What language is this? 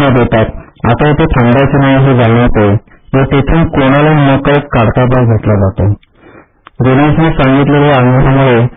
Marathi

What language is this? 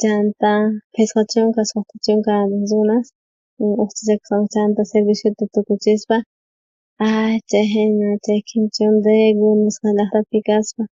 South Bolivian Quechua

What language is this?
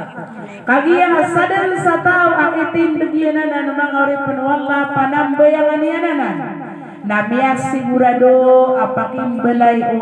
Maranao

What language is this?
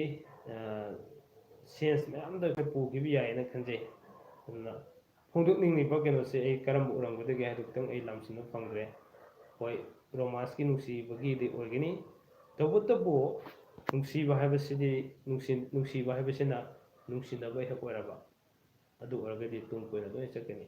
Manipuri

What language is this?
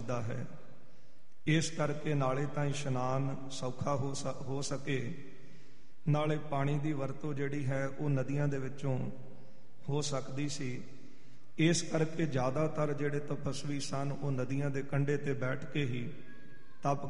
Punjabi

